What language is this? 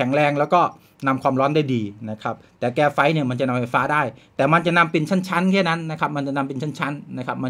Thai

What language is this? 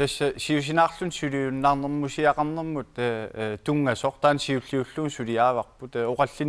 Kalaallisut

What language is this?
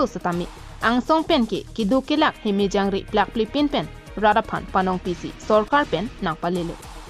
Karbi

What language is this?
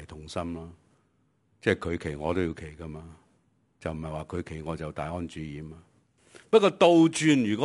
Cantonese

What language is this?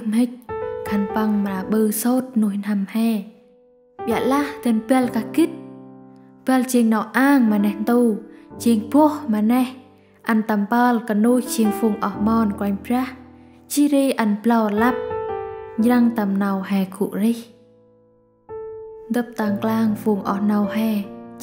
Central Mnong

